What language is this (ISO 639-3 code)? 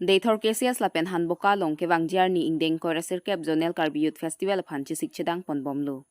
mjw